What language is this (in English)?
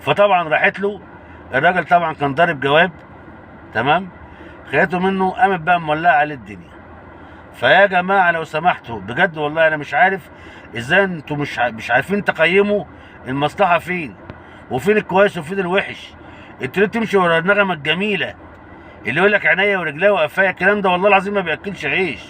Egyptian Arabic